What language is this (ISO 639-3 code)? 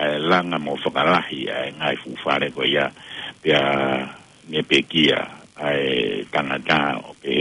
ton